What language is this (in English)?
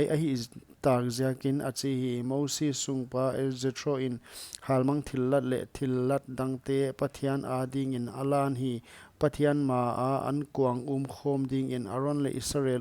Paite Chin